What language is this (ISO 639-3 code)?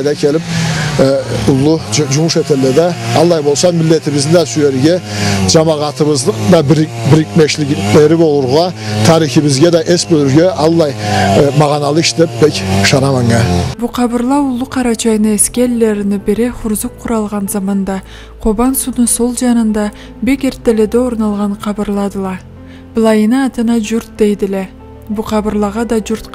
krc